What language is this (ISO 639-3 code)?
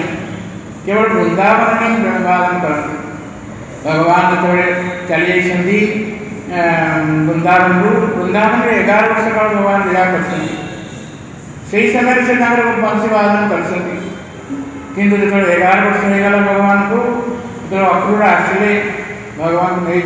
ori